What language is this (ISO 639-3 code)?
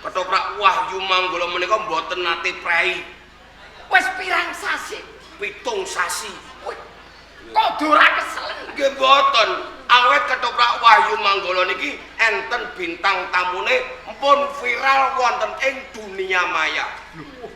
jav